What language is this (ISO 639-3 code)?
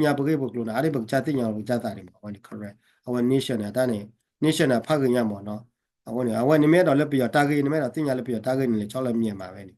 ksw